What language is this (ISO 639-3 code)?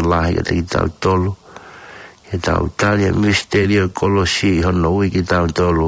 ton